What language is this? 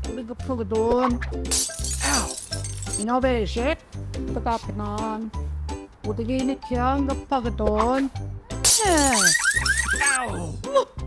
Central Ojibwa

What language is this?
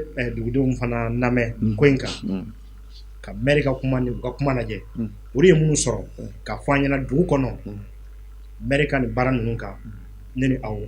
Bambara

